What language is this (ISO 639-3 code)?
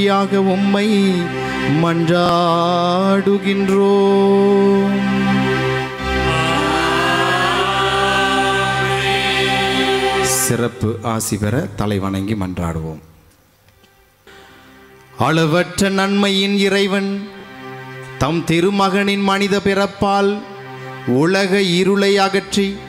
tam